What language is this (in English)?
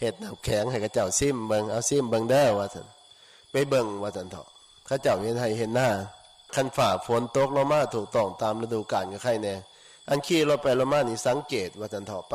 Northeastern Thai